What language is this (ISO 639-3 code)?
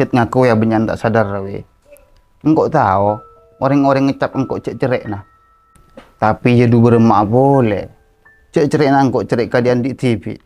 mad